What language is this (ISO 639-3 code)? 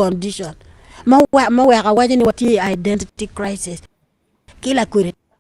ach